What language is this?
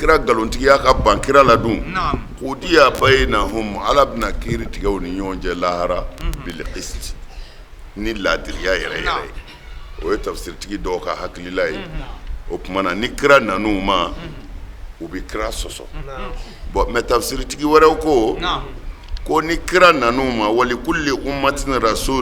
Bambara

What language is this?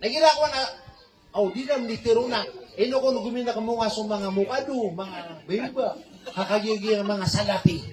Maranao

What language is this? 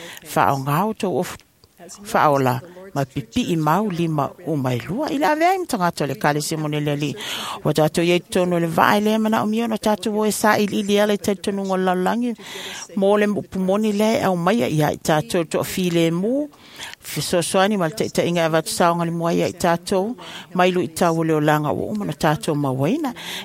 Samoan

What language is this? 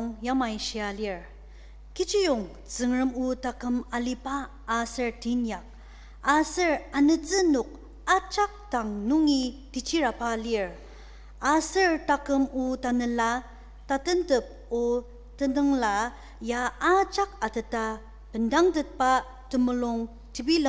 Ao Naga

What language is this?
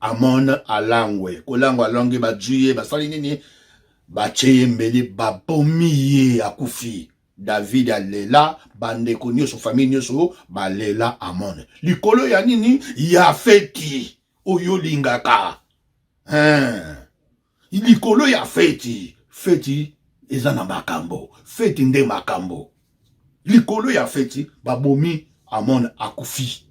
Lingala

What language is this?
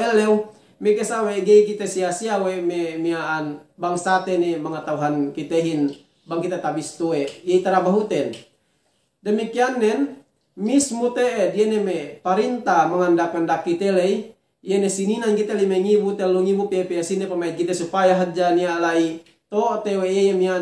Yakan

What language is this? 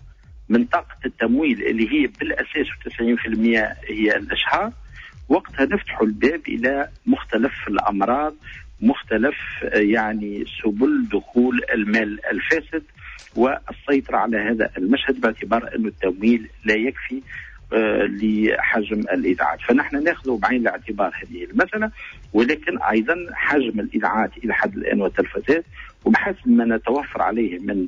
Tunisian Arabic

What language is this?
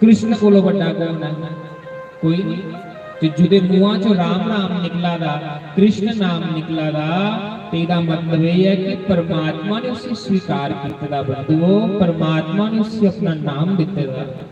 Dogri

